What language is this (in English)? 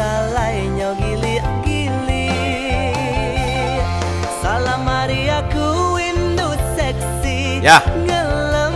Iban